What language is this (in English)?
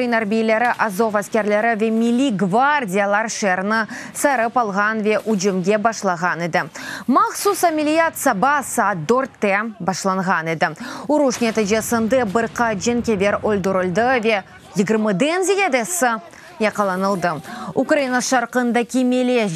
Crimean Tatar